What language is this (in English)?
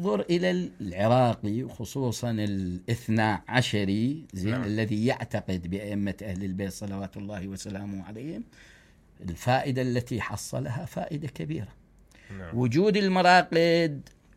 Mesopotamian Arabic